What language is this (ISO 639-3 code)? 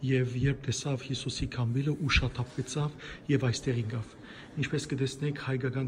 hyw